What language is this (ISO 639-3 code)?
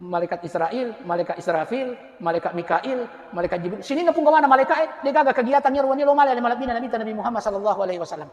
bug